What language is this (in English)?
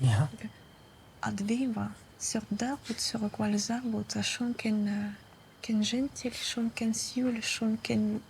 Breton